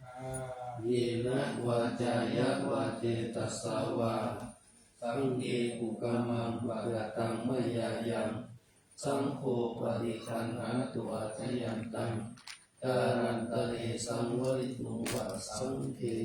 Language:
Pali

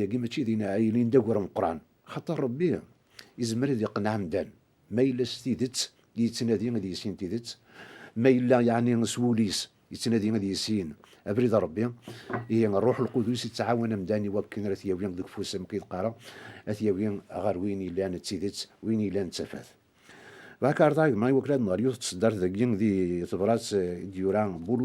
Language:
Kabyle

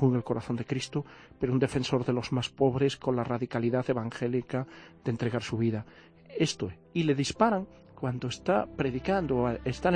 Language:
Spanish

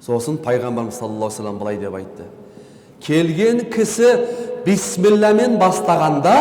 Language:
Kazakh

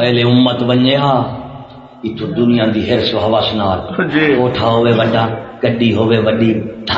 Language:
Saraiki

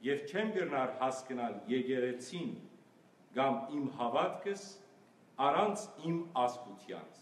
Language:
Western Armenian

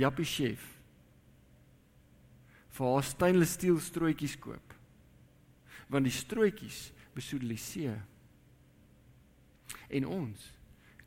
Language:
Afrikaans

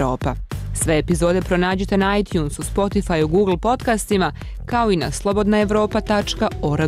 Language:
Bosnian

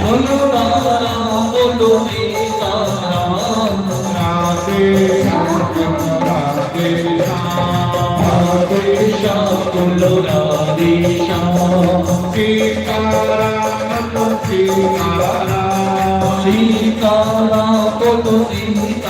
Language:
Dogri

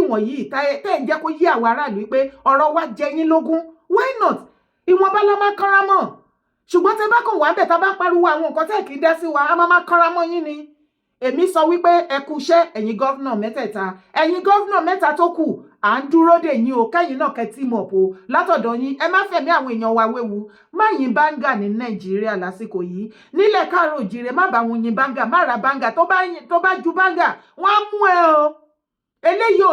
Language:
Yoruba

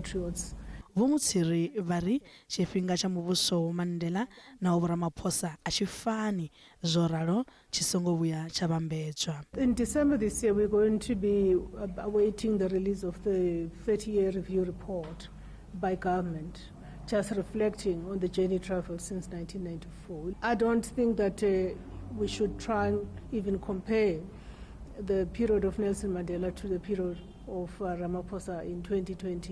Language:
Venda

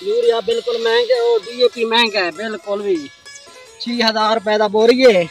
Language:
Saraiki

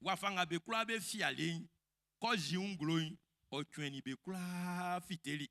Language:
Baoulé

